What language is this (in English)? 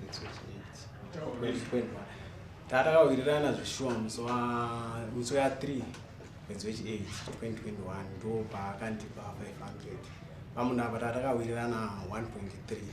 Shona